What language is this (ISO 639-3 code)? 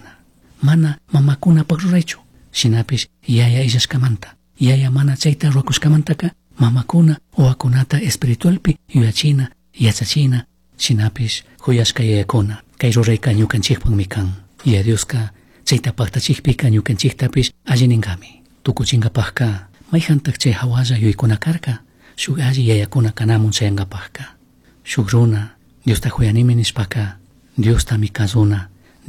qug